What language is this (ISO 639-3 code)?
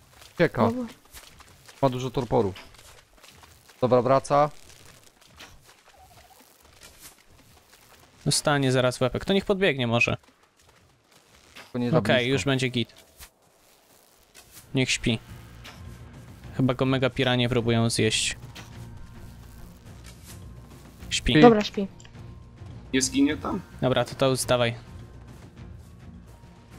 pol